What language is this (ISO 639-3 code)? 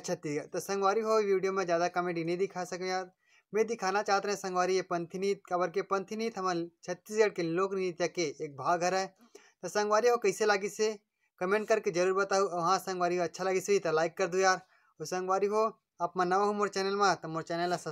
hne